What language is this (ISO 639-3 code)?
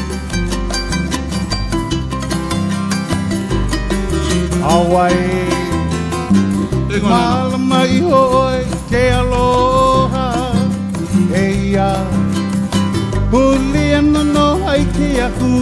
haw